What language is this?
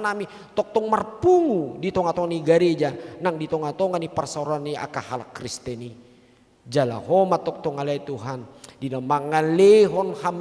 Batak Toba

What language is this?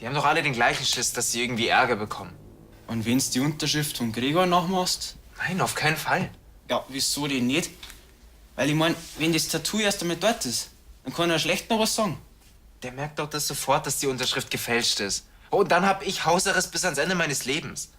Bavarian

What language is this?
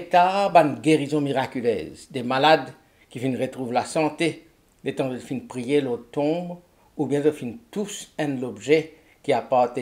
Morisyen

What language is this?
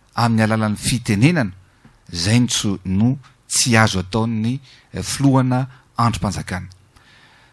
Malagasy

